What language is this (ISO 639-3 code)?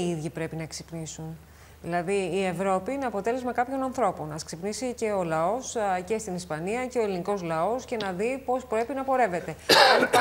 ell